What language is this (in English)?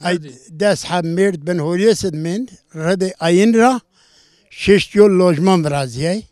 Zaza